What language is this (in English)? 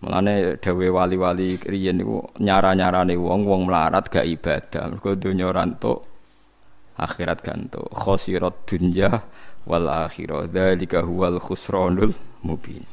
Javanese